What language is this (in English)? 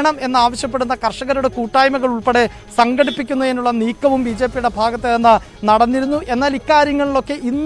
Malayalam